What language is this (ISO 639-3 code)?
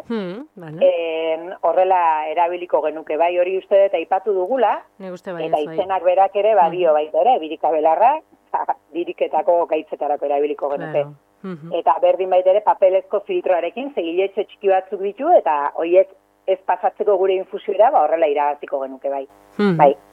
eus